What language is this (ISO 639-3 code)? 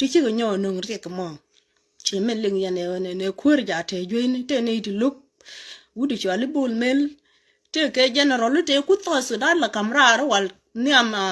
nus